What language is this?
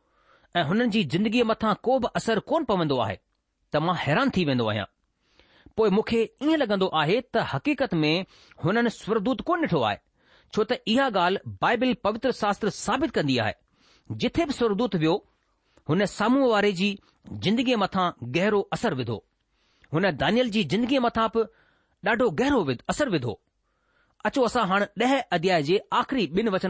Sindhi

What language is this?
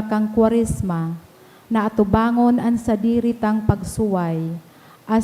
Bikol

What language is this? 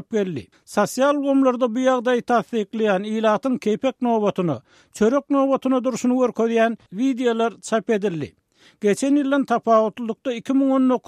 Turkmen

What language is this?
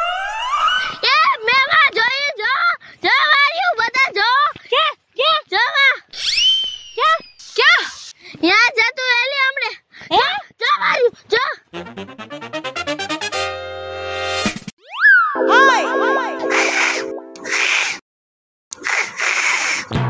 Gujarati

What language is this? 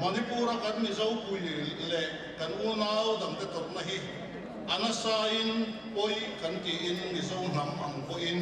Mizo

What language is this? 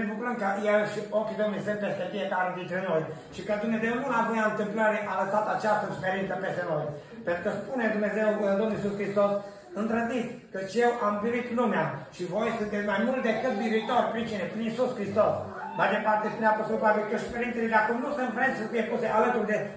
Romanian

